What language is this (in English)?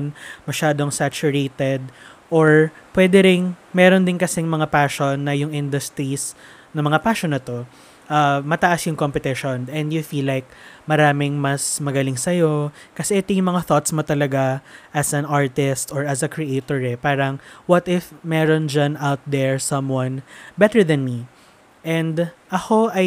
Filipino